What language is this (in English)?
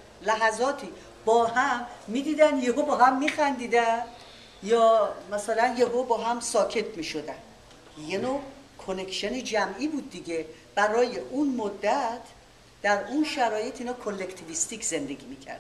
Persian